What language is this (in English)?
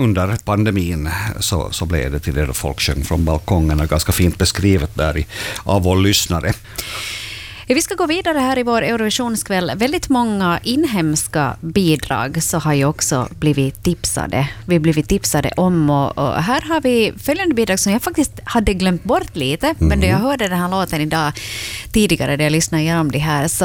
Swedish